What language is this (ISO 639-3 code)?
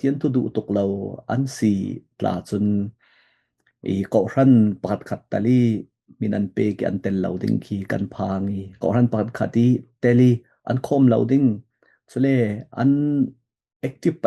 cfm